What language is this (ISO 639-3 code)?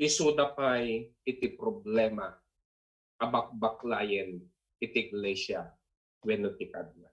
ilo